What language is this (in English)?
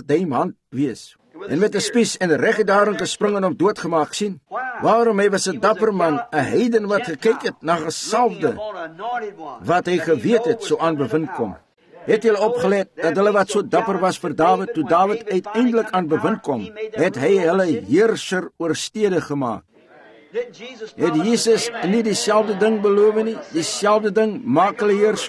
Afrikaans